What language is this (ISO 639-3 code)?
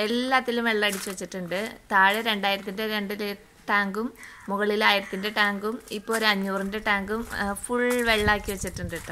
mal